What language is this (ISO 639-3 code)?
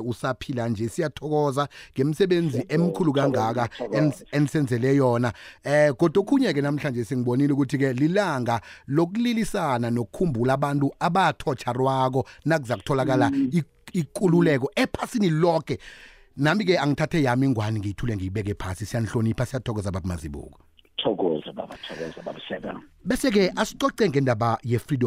nbl